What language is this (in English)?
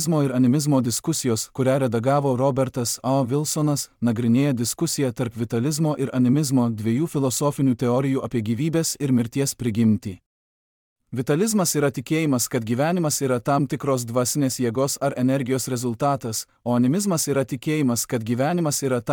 Lithuanian